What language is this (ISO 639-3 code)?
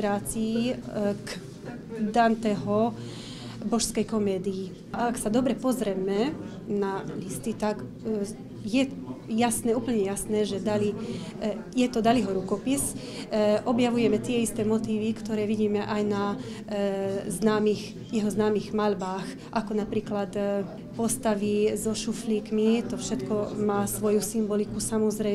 slk